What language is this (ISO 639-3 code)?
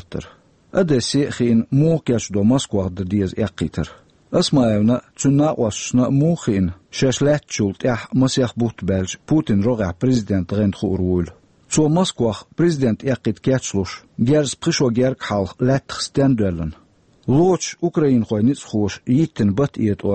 che